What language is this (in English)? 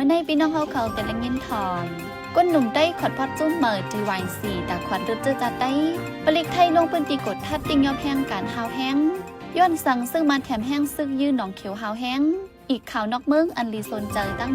Shan